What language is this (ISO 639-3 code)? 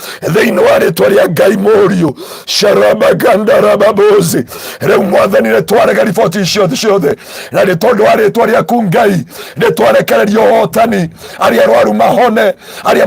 kik